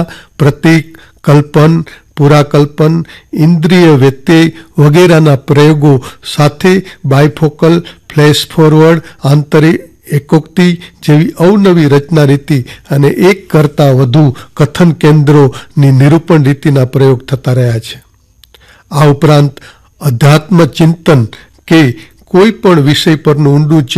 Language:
Gujarati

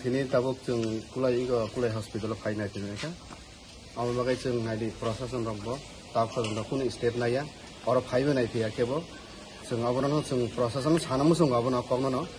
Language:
Kok Borok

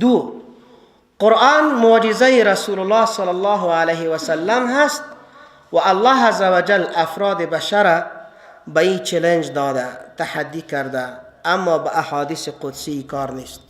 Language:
Persian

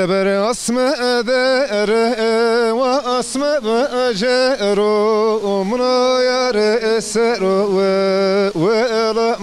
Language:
Zaza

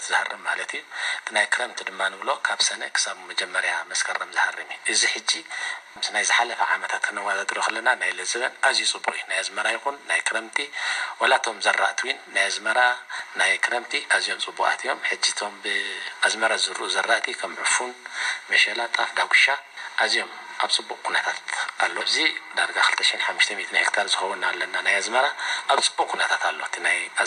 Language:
Tigrinya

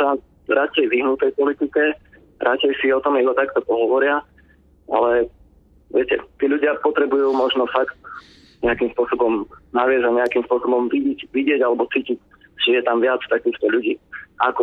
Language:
Slovak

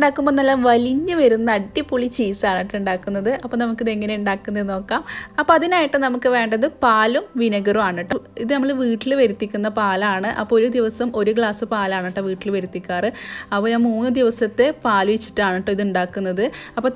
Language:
Malayalam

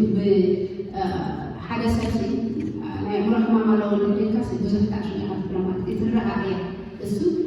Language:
Tigrinya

